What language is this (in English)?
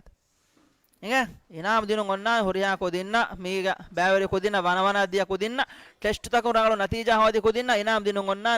Divehi